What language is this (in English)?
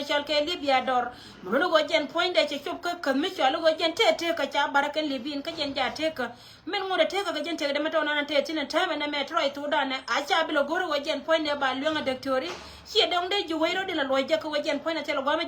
Nuer